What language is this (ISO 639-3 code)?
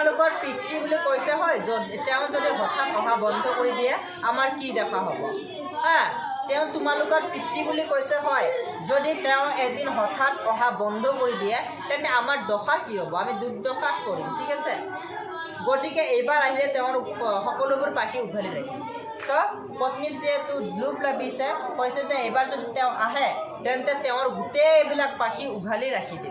asm